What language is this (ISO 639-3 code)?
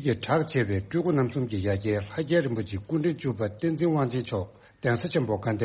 bod